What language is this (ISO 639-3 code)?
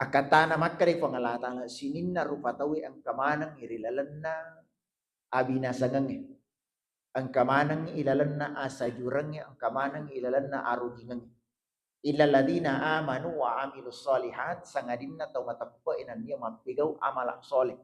bug